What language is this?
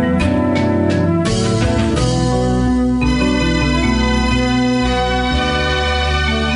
Kinyarwanda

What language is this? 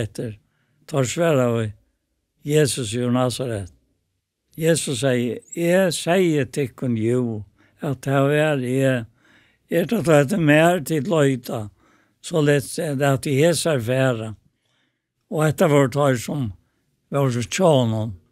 Faroese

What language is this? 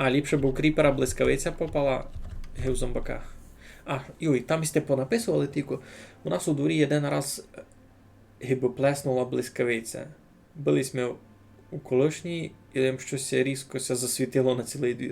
Rusyn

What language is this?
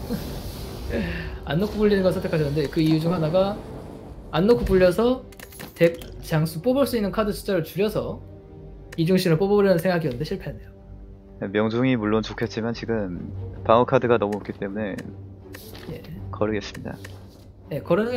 Korean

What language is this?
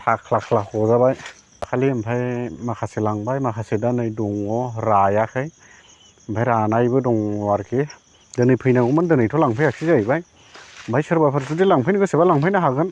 Bodo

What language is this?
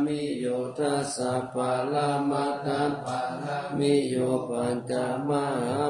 Pali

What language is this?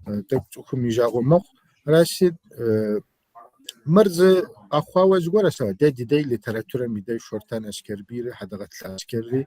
Kabardian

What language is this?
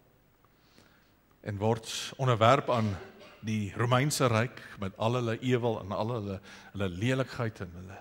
Afrikaans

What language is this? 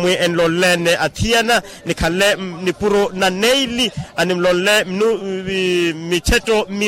Makhuwa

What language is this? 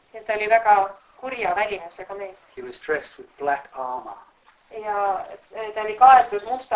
Estonian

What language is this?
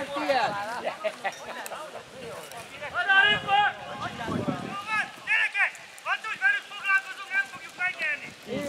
Hungarian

